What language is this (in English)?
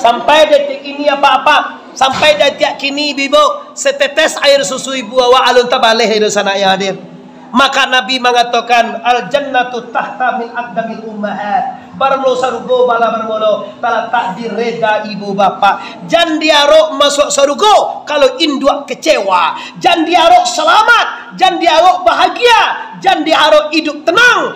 Minangkabau